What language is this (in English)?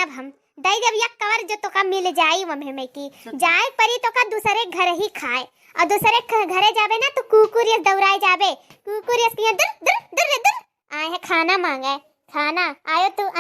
Awadhi